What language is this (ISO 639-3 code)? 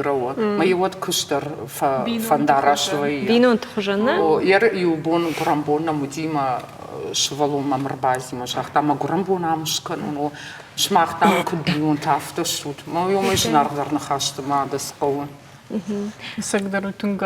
oss